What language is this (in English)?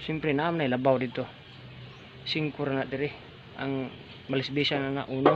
Cebuano